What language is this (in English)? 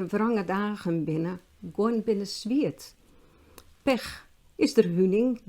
Western Frisian